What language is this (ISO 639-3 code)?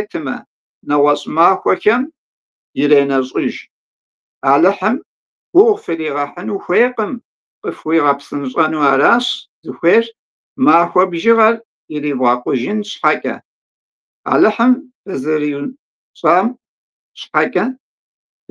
kbd